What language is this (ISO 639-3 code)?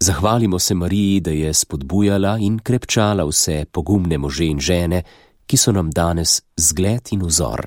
slv